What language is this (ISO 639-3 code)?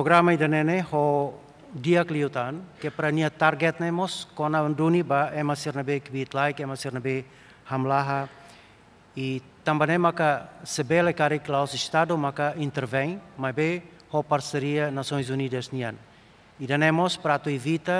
tet